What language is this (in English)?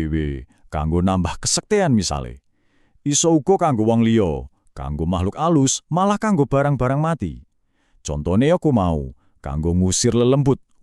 Javanese